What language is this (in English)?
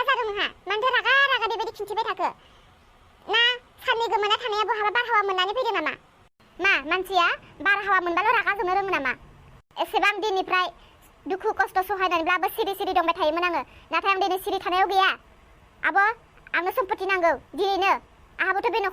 Bodo